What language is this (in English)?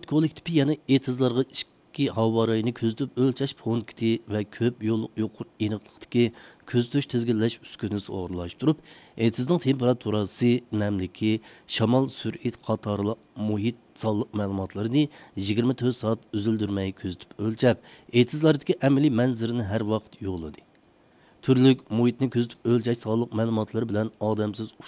Uyghur